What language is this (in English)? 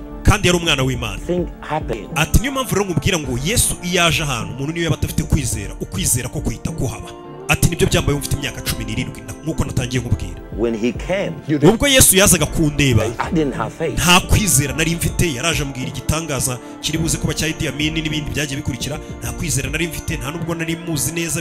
Kinyarwanda